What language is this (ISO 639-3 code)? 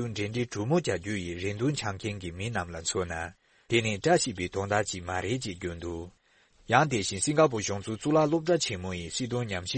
bod